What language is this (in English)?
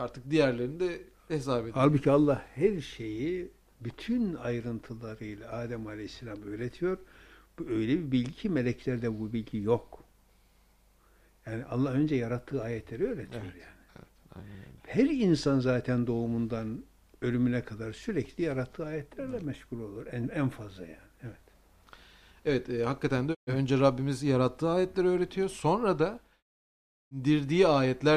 Turkish